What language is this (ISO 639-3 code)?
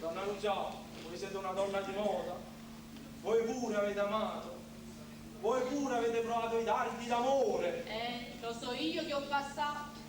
nap